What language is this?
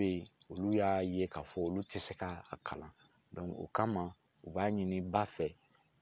Bambara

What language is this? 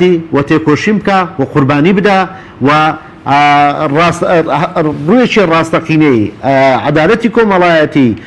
Central Kurdish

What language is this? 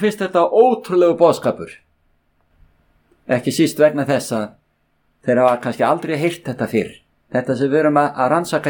Icelandic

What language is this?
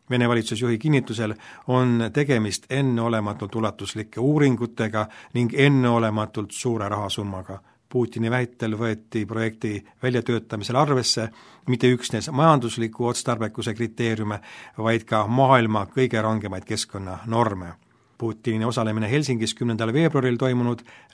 Estonian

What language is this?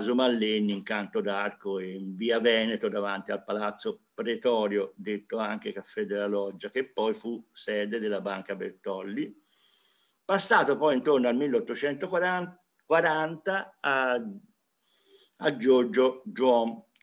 Italian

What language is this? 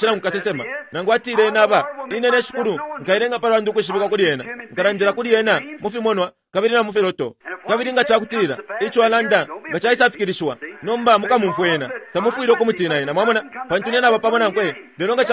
Bemba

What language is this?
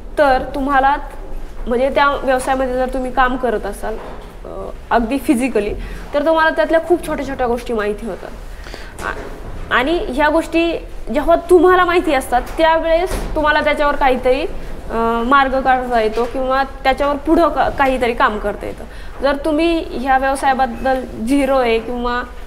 Marathi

